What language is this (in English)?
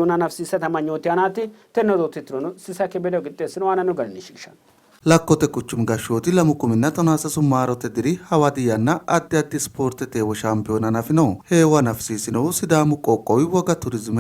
Sidamo